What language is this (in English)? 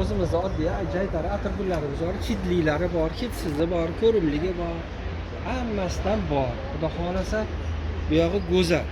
Uzbek